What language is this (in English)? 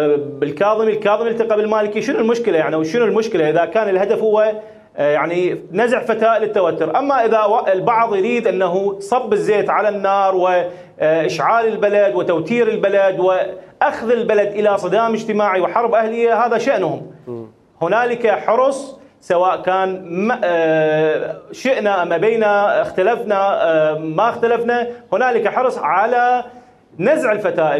Mesopotamian Arabic